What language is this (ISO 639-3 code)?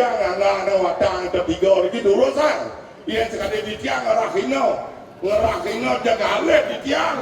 ban